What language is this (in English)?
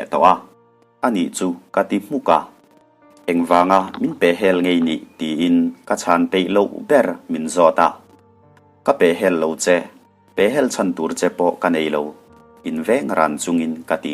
Mizo